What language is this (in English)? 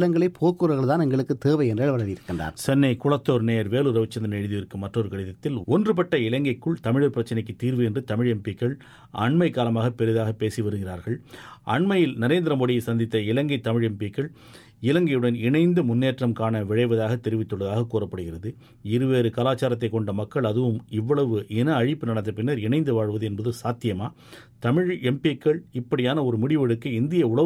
Tamil